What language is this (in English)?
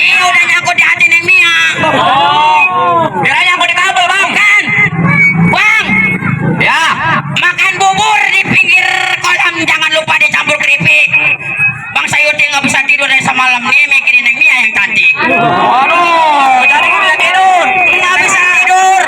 Betawi